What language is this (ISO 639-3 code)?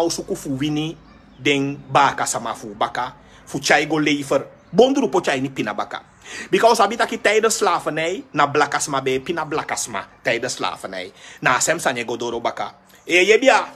srn